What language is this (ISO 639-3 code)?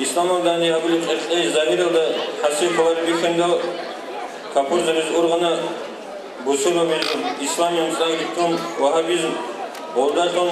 ava